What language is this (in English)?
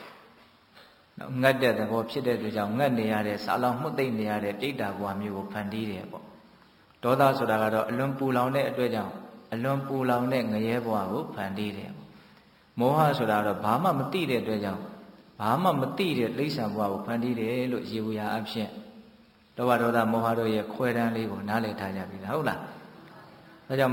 Burmese